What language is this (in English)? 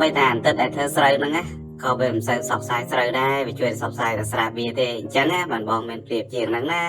Khmer